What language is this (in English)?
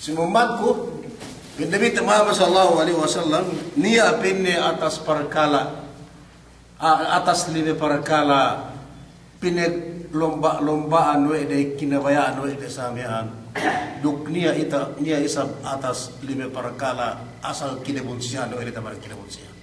Yakan